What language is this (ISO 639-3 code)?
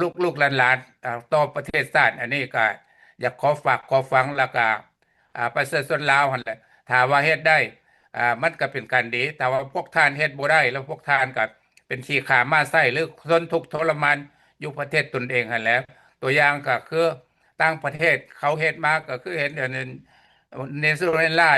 lao